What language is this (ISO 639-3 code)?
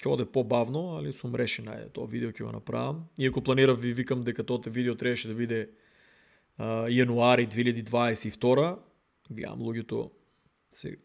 mkd